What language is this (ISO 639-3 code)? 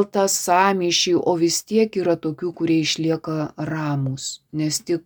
lit